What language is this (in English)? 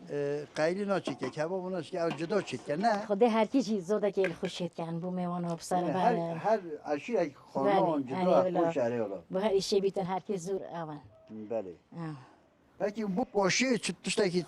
Kurdish